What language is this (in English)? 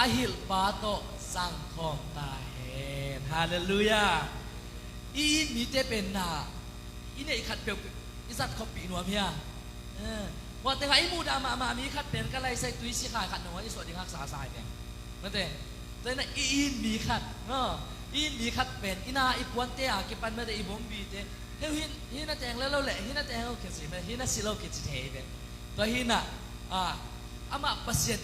Tedim Chin